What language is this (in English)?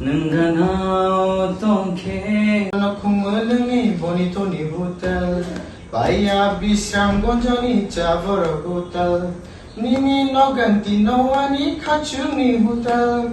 Kok Borok